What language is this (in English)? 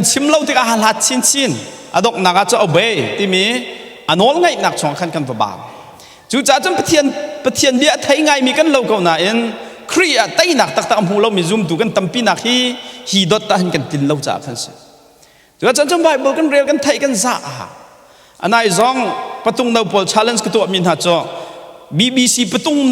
Hakha Chin